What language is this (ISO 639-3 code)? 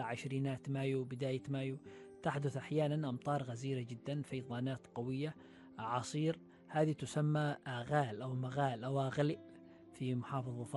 ara